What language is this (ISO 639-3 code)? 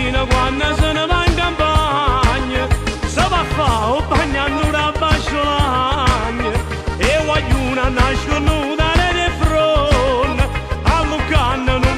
nap